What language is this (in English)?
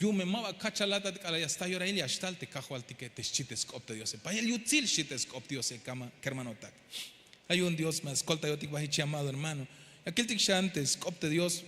Tzeltal